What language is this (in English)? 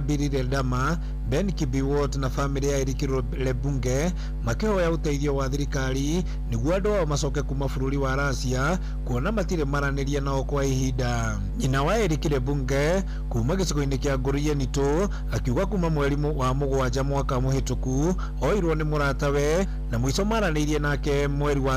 Kikuyu